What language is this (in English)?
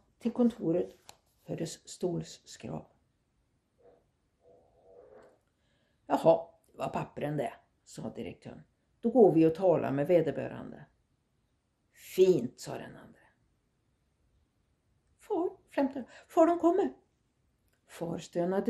Swedish